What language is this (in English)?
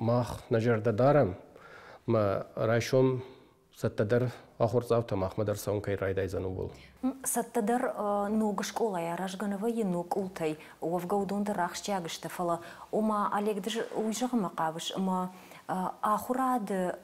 Ossetic